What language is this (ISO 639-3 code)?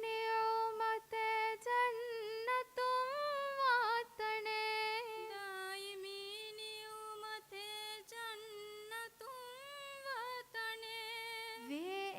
div